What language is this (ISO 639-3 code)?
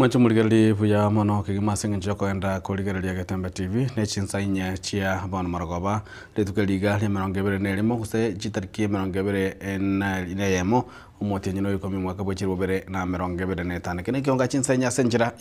guz